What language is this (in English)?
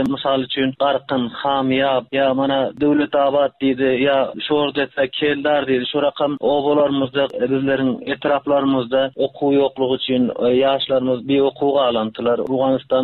Turkmen